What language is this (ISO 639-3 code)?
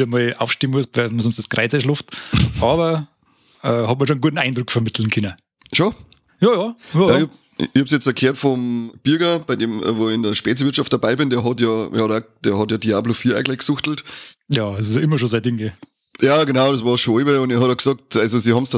bar